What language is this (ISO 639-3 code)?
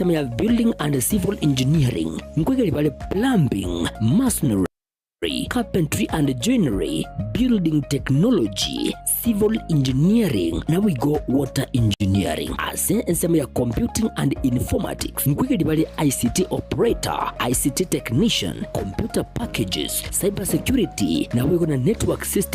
guz